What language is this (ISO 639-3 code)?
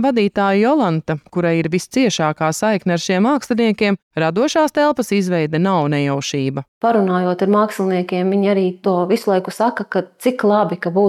lav